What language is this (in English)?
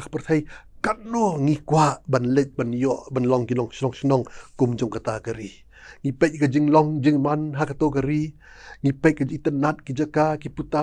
Khasi